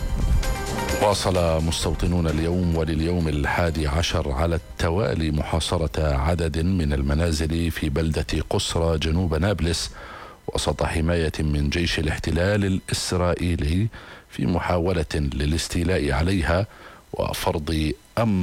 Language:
Arabic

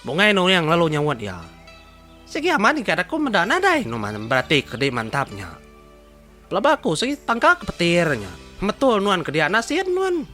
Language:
Iban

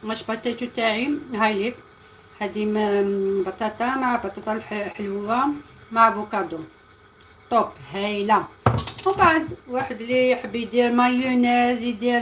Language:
Algerian Arabic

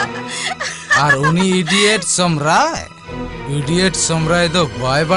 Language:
Santali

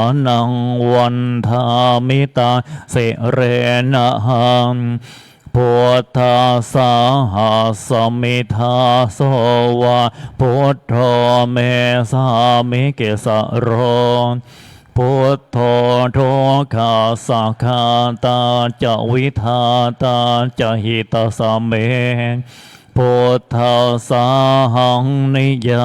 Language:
Pali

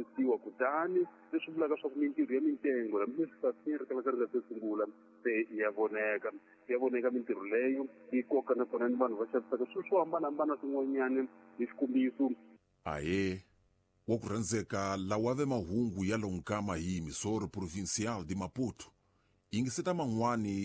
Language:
Tsonga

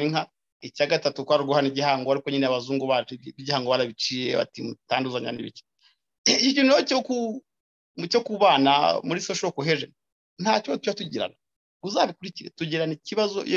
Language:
Kinyarwanda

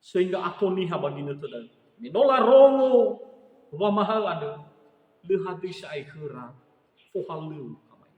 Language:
Nias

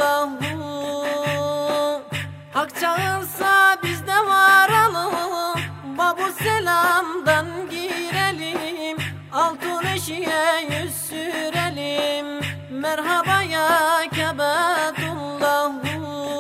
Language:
Turkish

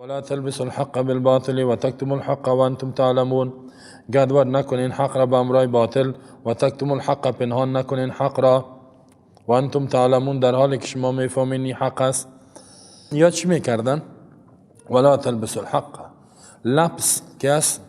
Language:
Persian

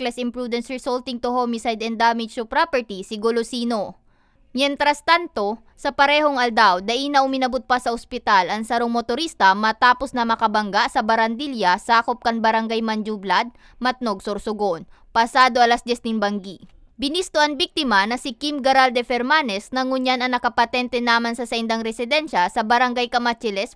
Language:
Bikol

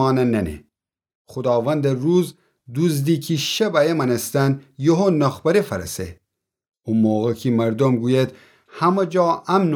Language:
Gilaki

